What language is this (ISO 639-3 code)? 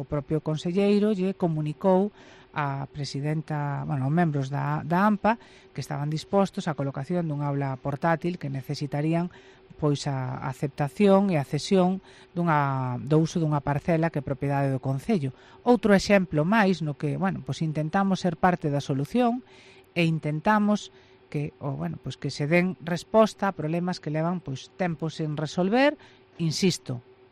glg